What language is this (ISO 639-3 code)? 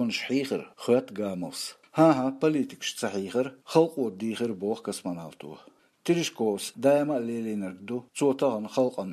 che